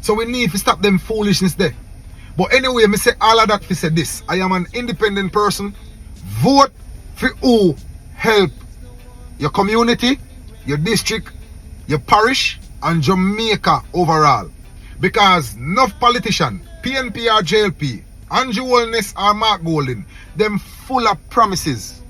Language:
Jamaican Creole English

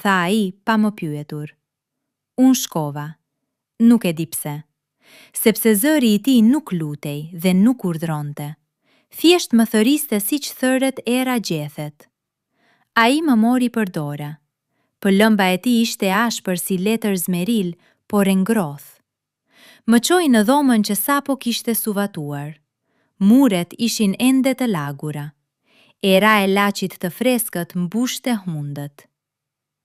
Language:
Albanian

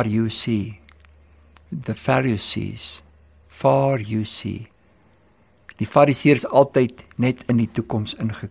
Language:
Afrikaans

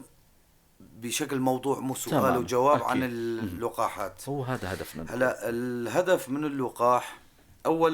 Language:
North Levantine Arabic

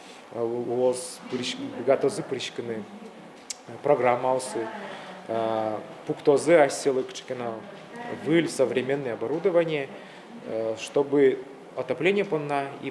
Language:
Udmurt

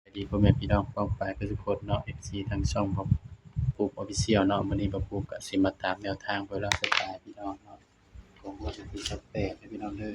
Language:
Northeastern Thai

